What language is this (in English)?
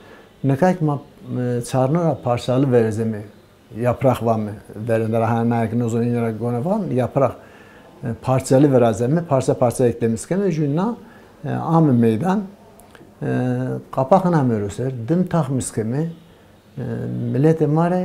Zaza